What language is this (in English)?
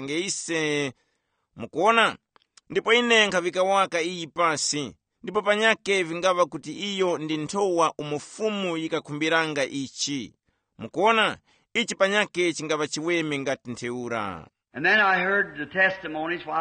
Tumbuka